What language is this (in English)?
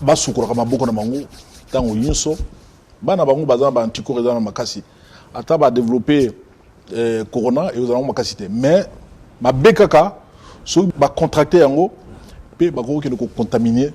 Lingala